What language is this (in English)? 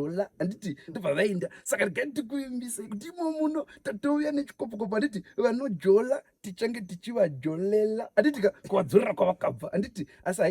Shona